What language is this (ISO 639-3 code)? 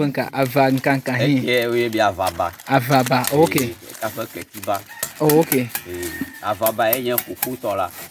ewe